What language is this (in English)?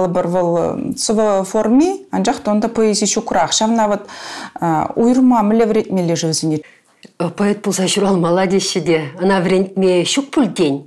Chuvash